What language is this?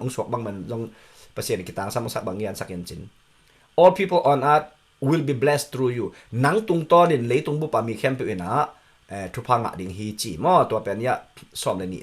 Tedim Chin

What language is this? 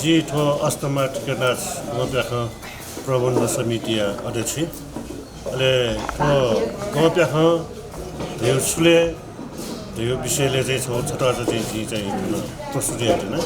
Newari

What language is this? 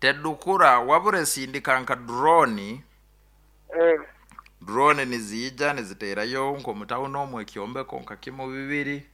Nyoro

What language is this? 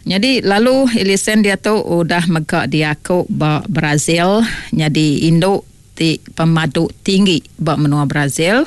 Iban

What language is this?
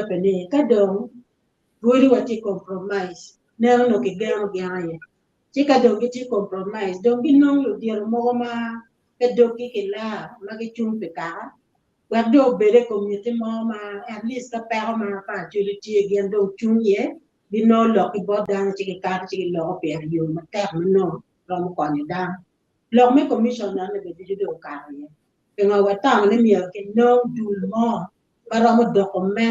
Acoli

